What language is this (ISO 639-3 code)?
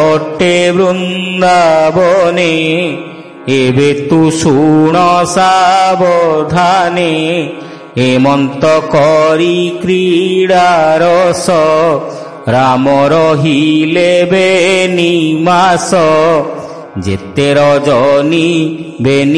ori